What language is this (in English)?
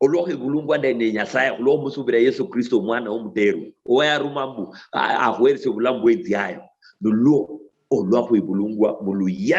Luyia